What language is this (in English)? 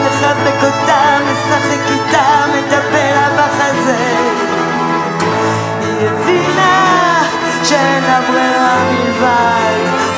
Hebrew